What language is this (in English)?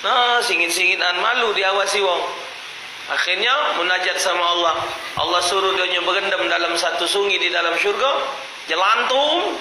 Musi